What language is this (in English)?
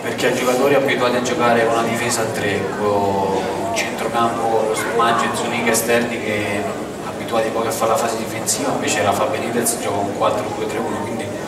Italian